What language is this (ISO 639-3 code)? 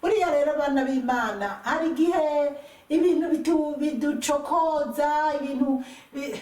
run